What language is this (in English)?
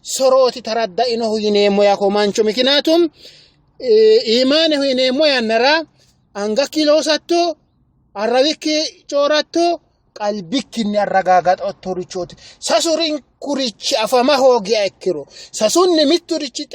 Sidamo